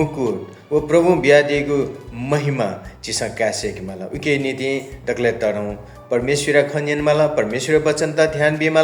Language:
Newari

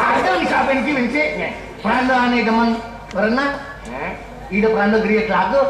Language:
Balinese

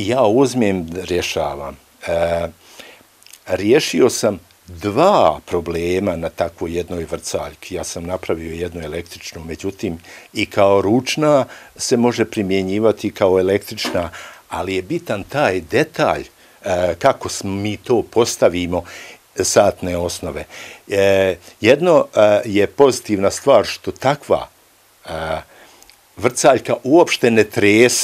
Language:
Bosnian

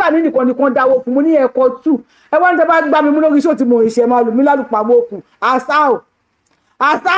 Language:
Yoruba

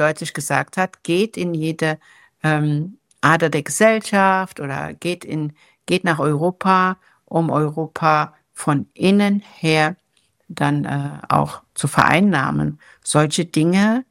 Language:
German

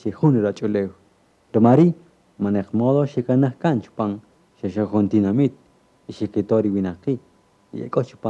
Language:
Kaqchikel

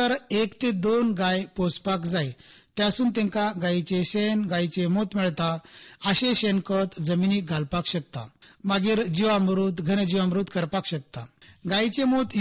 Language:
Konkani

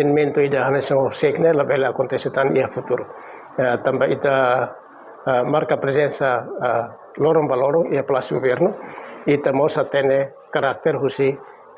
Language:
Tetum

